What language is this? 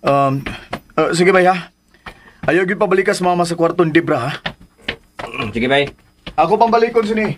Cebuano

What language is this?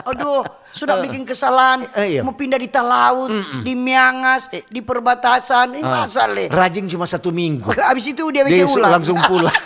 Manado Malay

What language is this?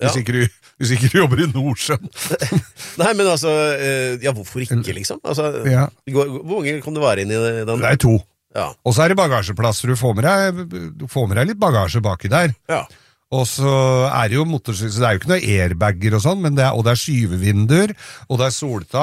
Norwegian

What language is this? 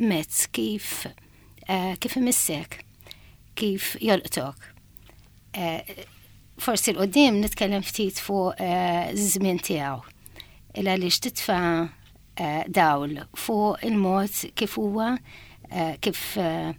Maltese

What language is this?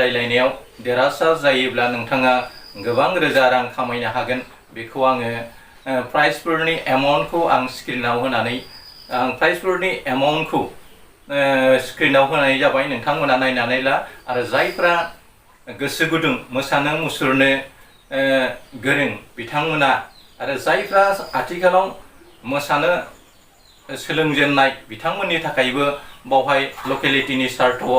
Bodo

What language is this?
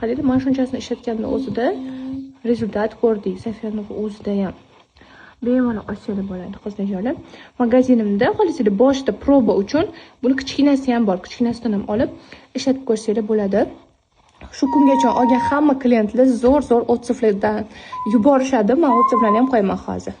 Uzbek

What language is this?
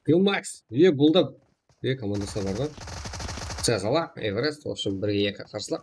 Kara-Kalpak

